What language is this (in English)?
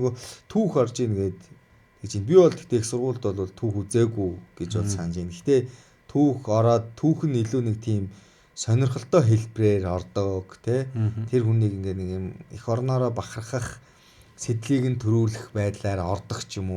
Mongolian